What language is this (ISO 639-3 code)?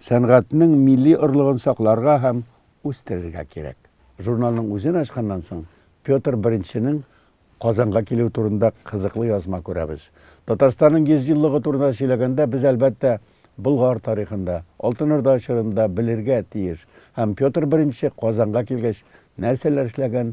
tat